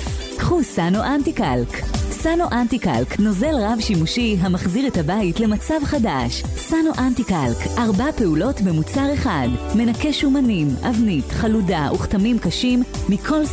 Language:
Hebrew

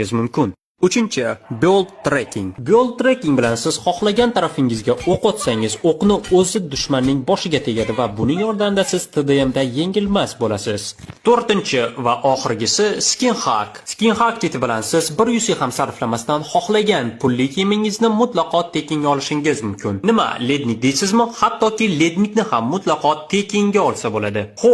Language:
Uzbek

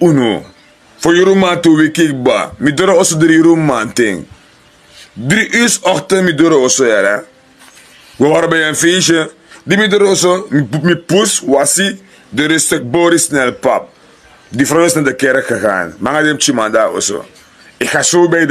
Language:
Sranan Tongo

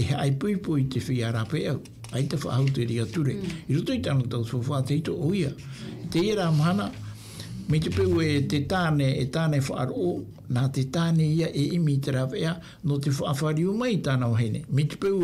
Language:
Tahitian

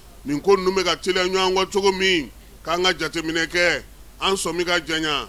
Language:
Bambara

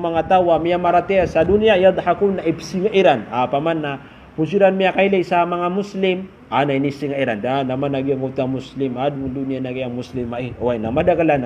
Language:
Maranao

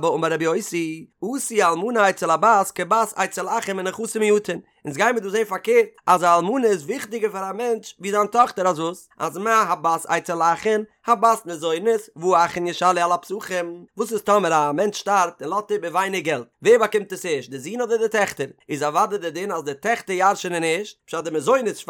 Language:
Yiddish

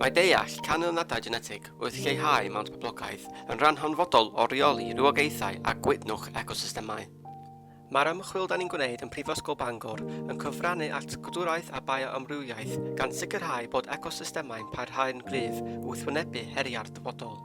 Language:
Welsh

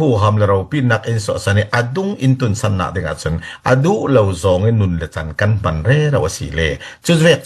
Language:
Falam Chin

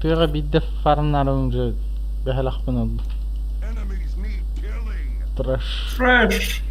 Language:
Yakut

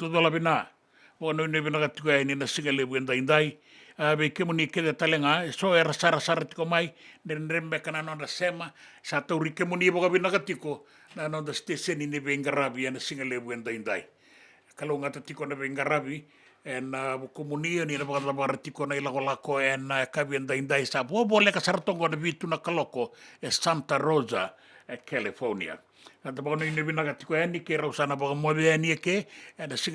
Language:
Fijian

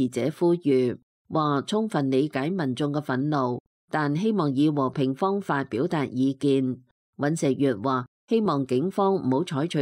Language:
Cantonese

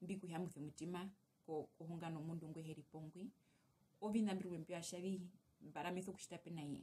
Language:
Herero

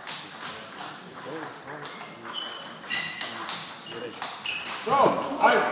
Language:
Croatian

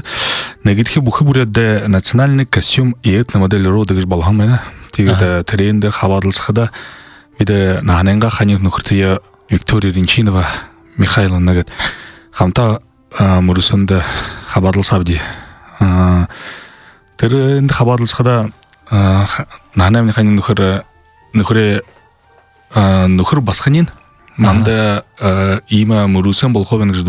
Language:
Buriat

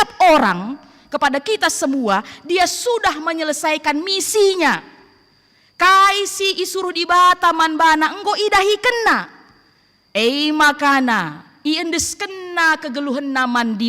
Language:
Batak Karo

